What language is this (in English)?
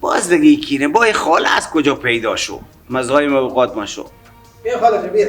Persian